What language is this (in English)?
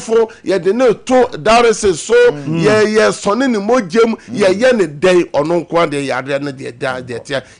Akan